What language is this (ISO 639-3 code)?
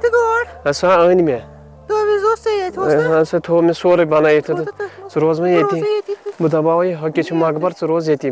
kas